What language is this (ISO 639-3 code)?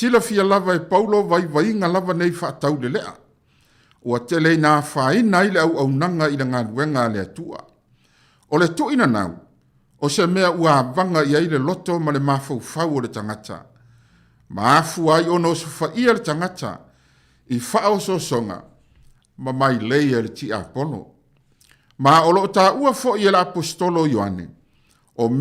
smo